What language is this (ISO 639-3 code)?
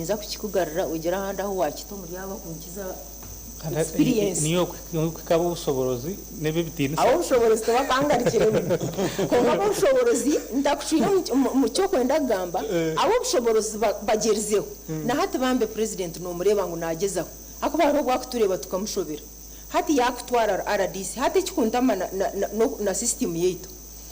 nyn